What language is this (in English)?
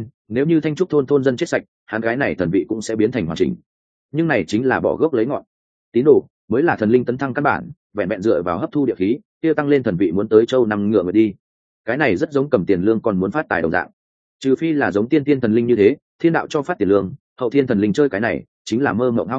Vietnamese